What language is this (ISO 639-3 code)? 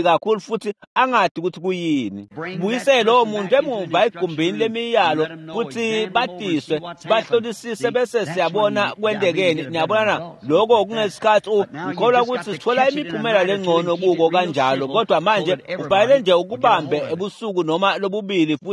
ssw